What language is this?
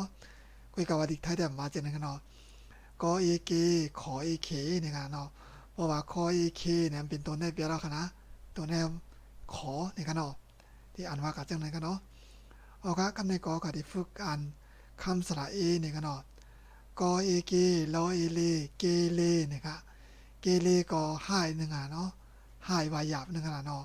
Shan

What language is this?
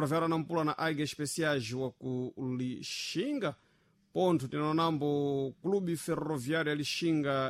Sena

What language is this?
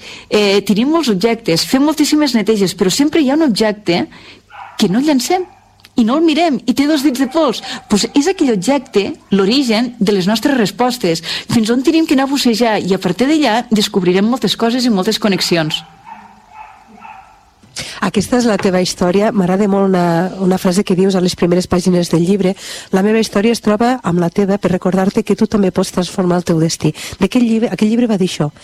Catalan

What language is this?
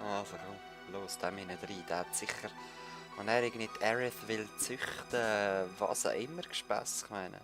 Swiss German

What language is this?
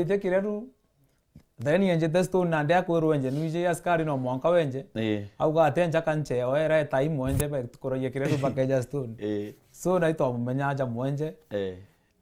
Meru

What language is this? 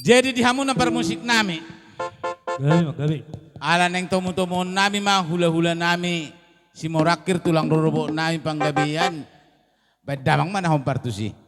Batak Toba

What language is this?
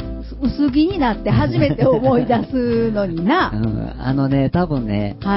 Japanese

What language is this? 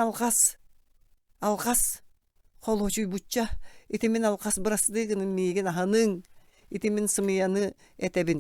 Yakut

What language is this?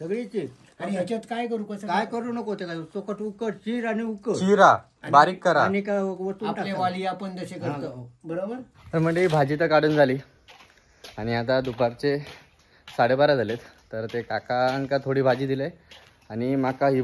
Marathi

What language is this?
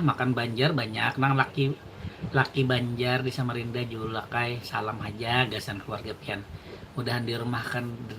Banjar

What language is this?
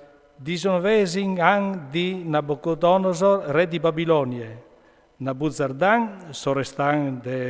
Friulian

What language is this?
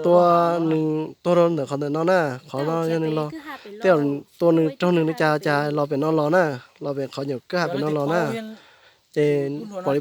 Hmong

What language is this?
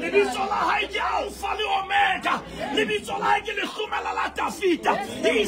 Southern Sotho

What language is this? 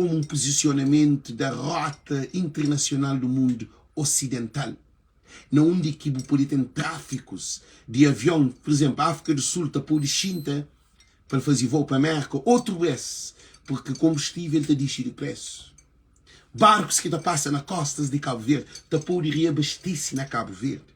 Kabuverdianu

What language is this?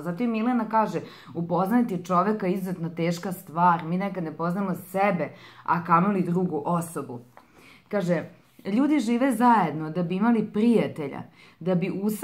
Serbian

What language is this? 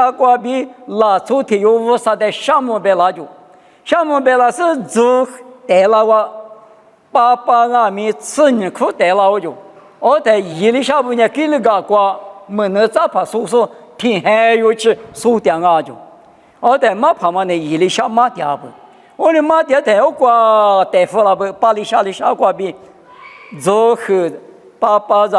Lisu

